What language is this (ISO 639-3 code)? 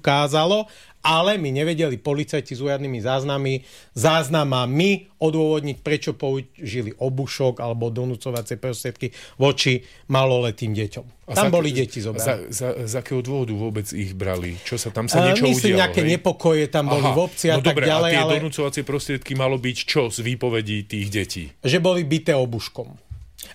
slk